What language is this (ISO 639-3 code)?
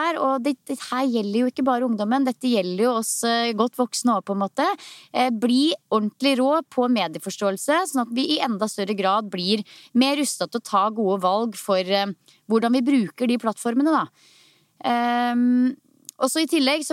nor